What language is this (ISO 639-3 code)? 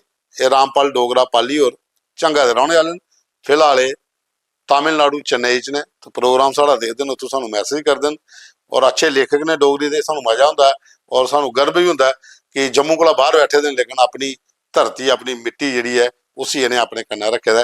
doi